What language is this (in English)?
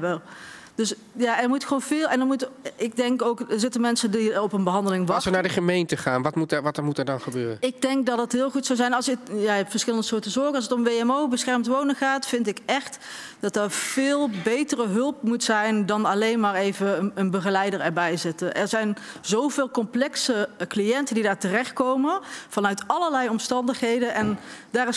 Dutch